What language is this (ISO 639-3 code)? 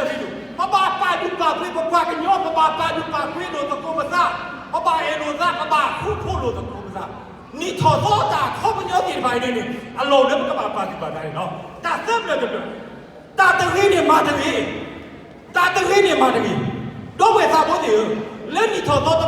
ksw